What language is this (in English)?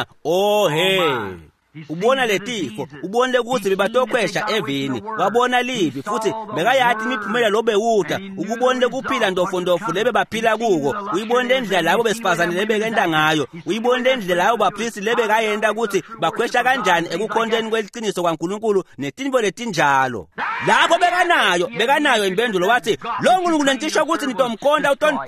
Swati